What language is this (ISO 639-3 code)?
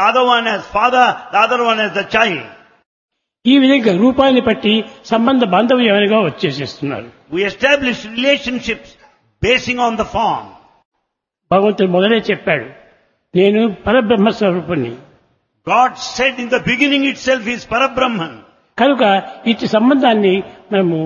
tel